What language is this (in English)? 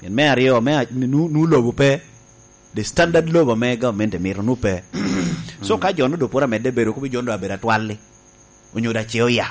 Lango (Uganda)